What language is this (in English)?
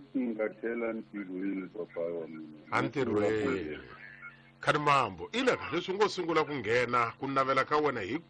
Tsonga